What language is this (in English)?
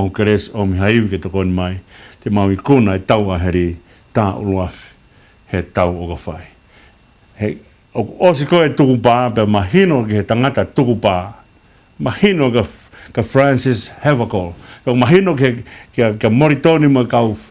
Tongan